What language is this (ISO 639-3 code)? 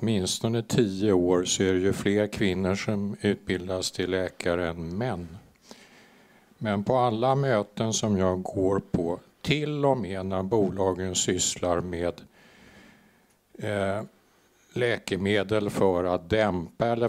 swe